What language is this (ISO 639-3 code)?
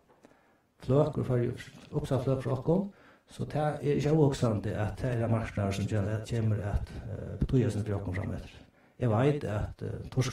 fao